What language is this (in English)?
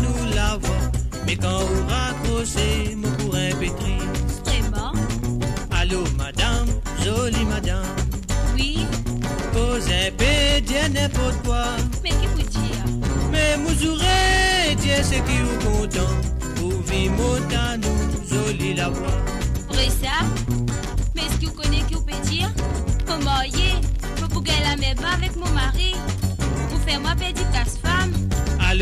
Morisyen